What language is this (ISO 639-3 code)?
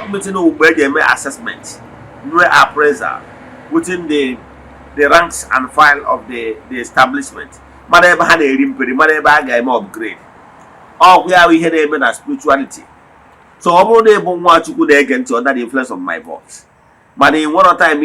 ibo